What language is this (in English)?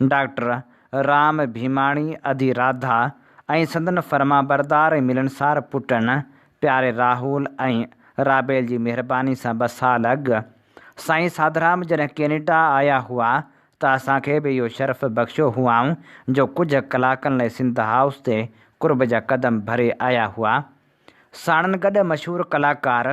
Sindhi